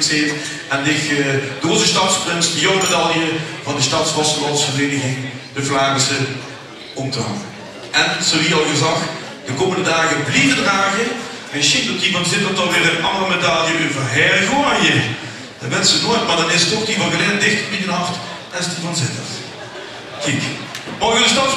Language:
Limburgish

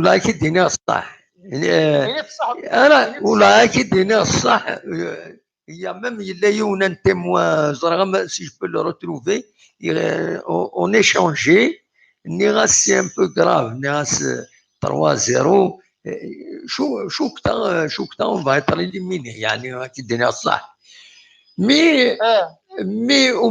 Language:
Kabyle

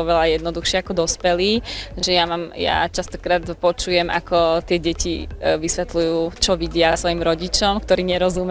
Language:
Slovak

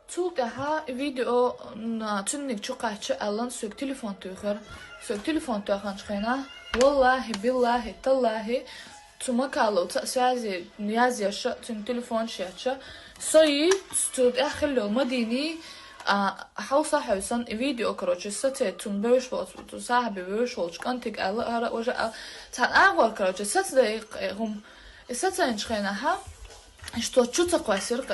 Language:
Chechen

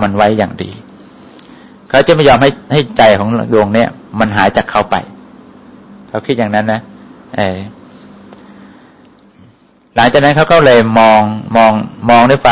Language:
Thai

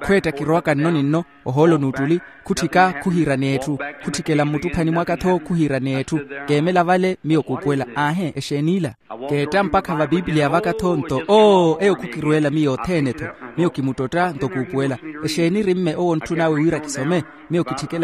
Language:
Makhuwa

